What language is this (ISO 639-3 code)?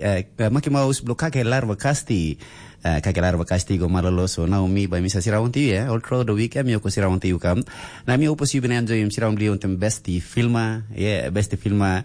tpi